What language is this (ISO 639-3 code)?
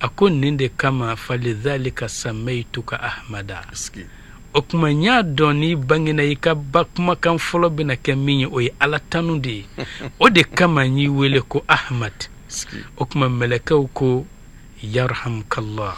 bam